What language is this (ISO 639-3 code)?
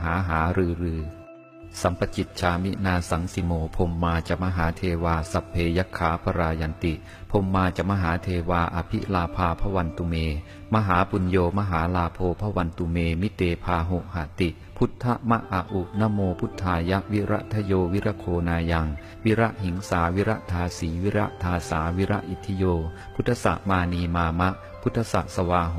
pli